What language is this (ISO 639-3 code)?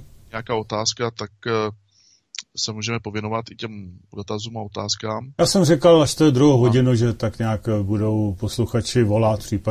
ces